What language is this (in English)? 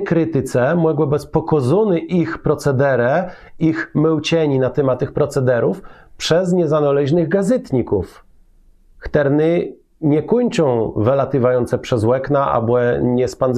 Kashubian